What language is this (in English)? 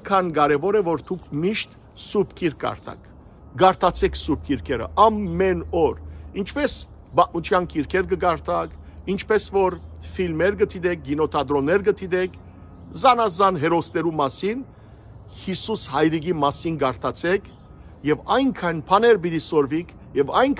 Western Armenian